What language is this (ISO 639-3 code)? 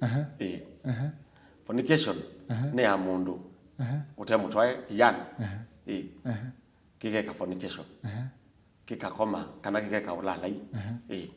kam